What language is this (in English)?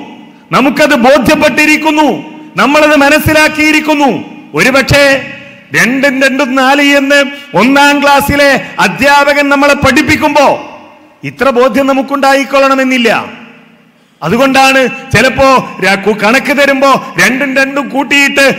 Malayalam